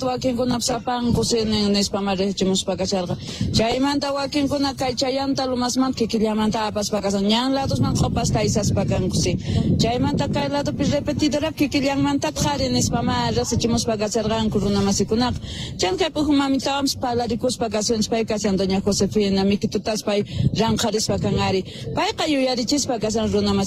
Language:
South Bolivian Quechua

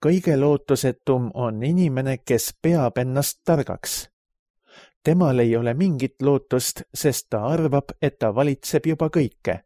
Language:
Estonian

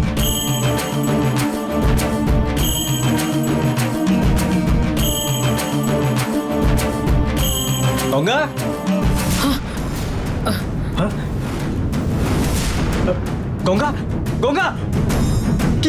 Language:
Bangla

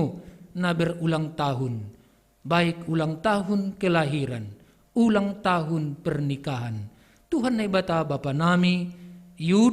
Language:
Batak Simalungun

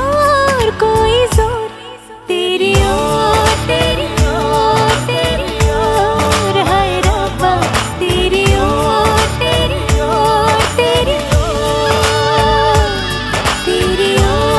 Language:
Hindi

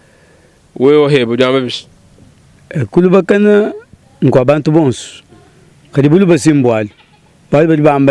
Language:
Luba-Lulua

